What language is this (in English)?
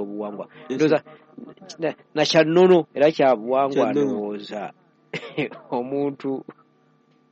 Ganda